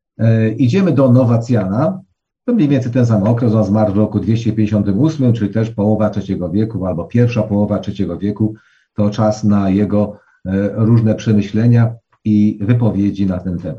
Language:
Polish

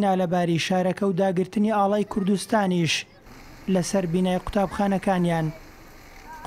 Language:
Central Kurdish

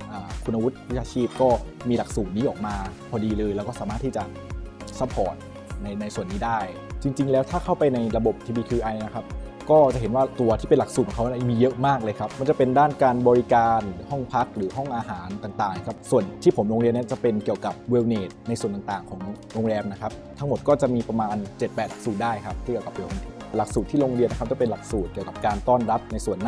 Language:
Thai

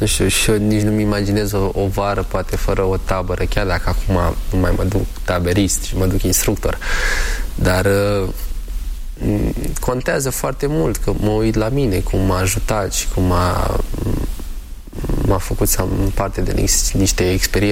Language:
Romanian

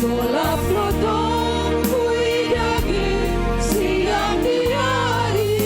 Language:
Batak Simalungun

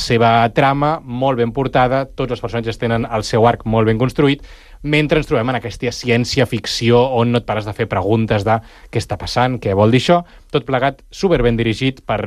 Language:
Catalan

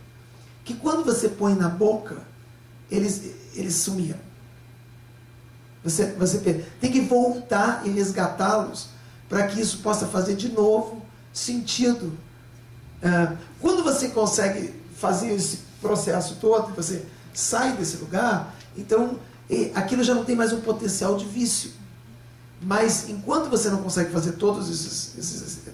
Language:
Portuguese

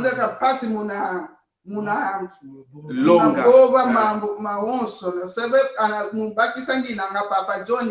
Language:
Kongo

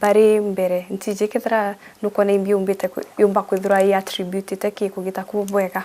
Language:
Meru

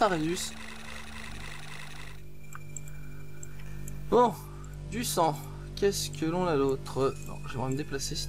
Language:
French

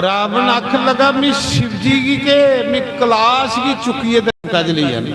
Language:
Dogri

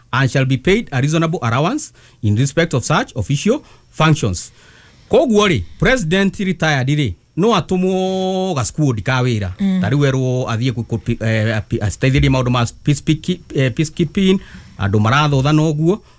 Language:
Kikuyu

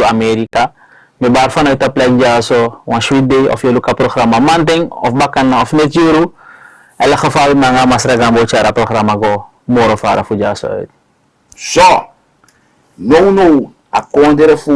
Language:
Sranan Tongo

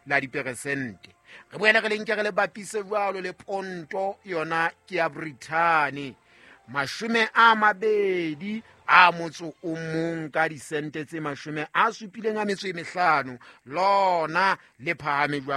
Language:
Southern Sotho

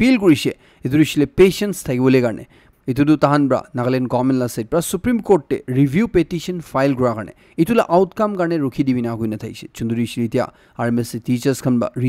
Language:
Naga Pidgin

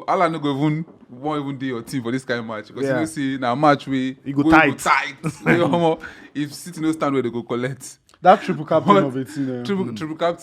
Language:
Nigerian Pidgin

